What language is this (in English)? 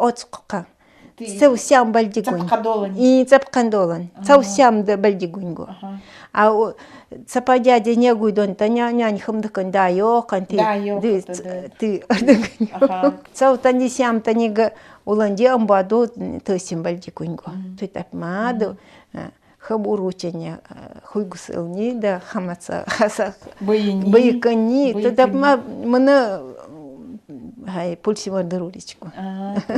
Nanai